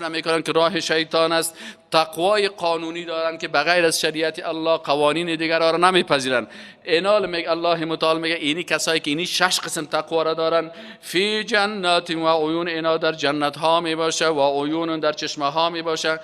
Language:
Persian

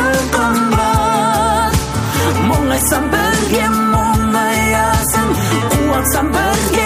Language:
Kazakh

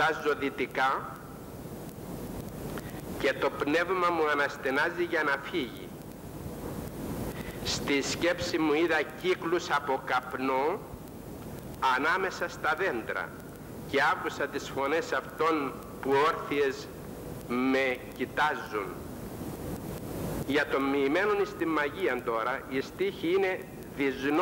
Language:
Greek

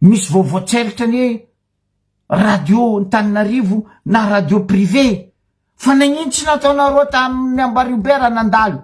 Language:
Malagasy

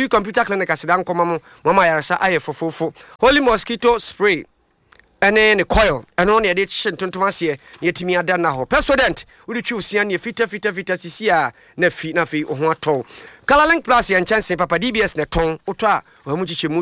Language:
Akan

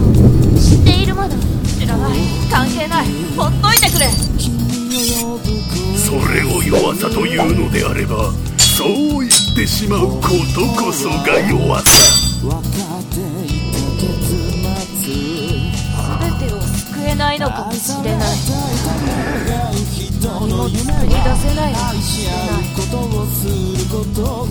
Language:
Japanese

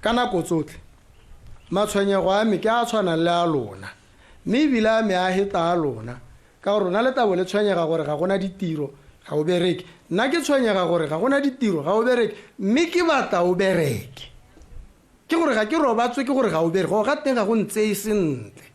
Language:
Tswana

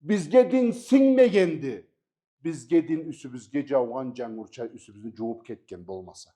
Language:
Karachay-Balkar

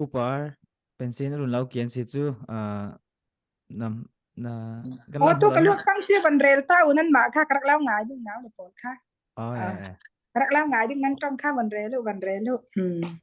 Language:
Falam Chin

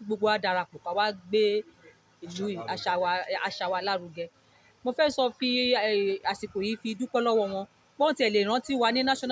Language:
Yoruba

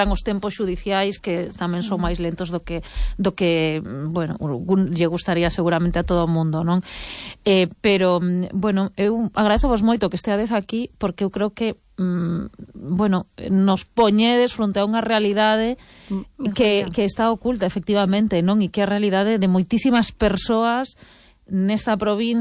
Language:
Galician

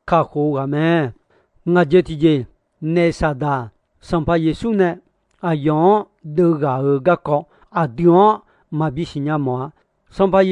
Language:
Akha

